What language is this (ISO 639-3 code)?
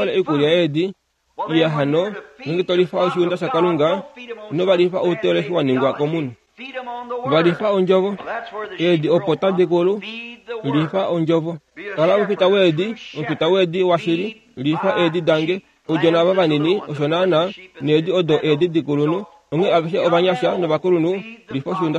kua